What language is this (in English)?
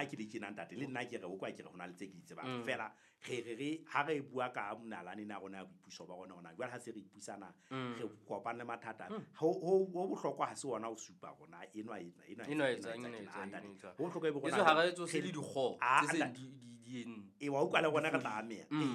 Southern Sotho